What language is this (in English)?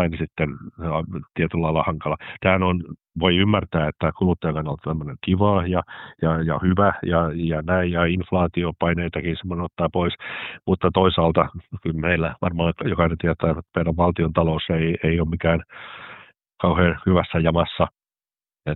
Finnish